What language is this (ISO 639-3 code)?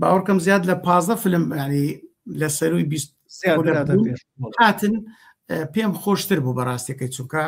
ckb